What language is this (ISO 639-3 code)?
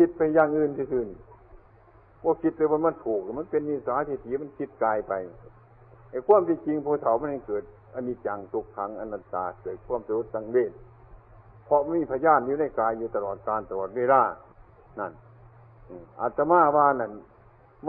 tts